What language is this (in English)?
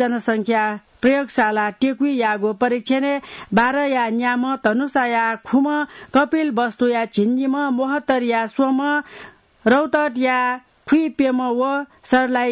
Newari